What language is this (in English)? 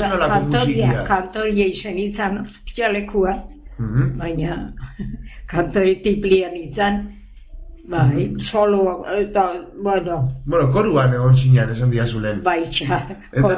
Basque